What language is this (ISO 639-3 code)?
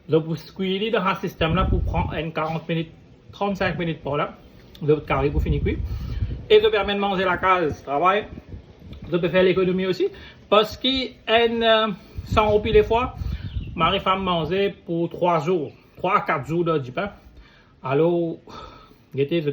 mfe